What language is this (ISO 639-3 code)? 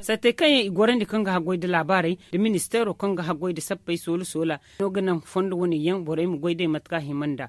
dje